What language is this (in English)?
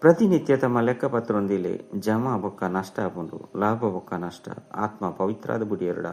Tulu